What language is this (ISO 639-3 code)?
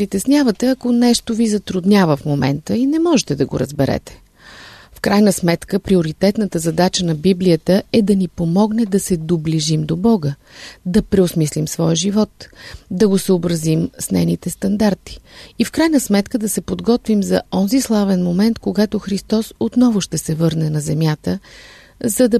bul